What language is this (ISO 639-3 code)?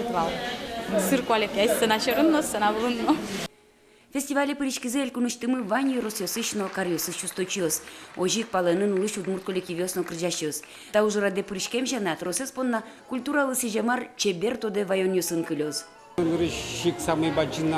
udm